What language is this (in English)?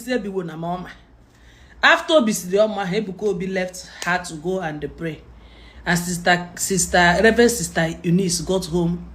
Igbo